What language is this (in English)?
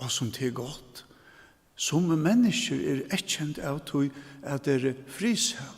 Faroese